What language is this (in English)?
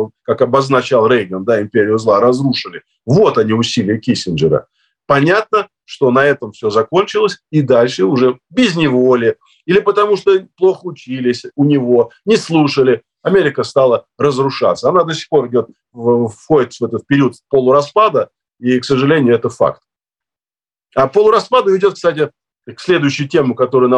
Russian